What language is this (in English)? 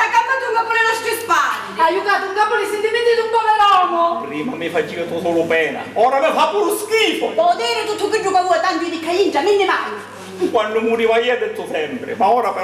Sicilian